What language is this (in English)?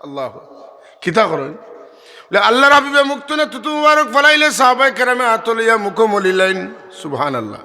Sylheti